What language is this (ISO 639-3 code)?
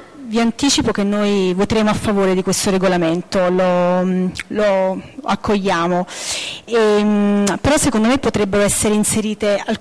ita